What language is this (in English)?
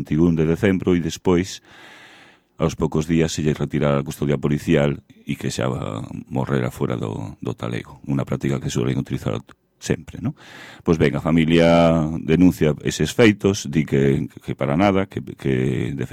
Galician